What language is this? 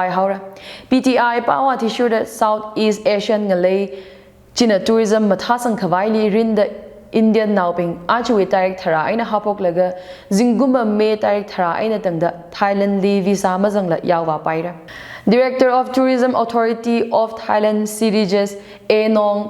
Tangkhul Naga (India)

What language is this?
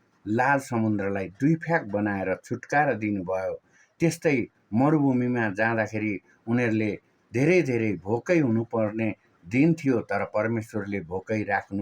Nepali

